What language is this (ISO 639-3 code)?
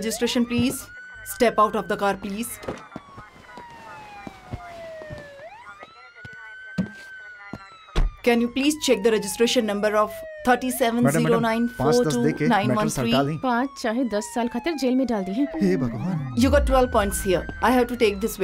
bho